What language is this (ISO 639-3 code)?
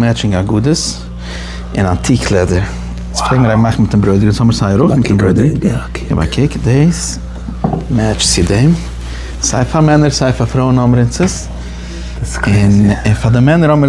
yid